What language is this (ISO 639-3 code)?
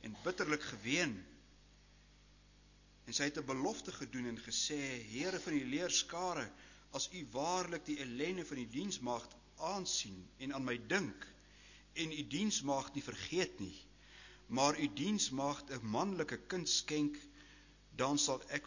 afr